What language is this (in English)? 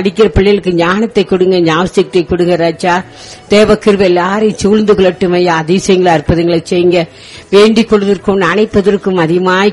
Tamil